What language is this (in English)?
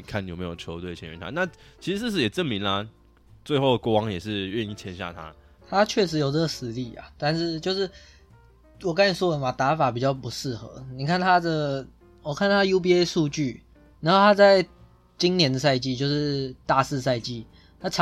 Chinese